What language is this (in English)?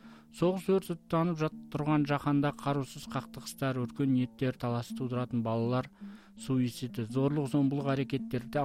Kazakh